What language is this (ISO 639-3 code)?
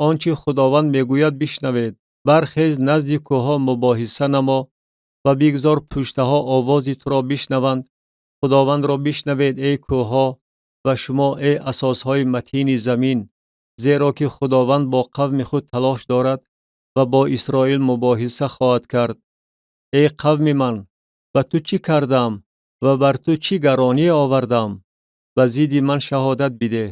tgk